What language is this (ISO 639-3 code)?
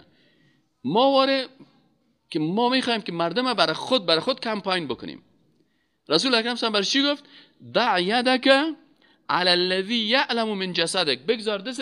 fas